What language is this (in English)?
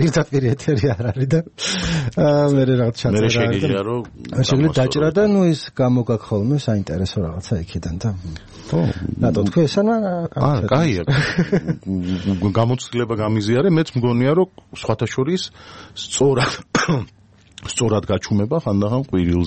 Georgian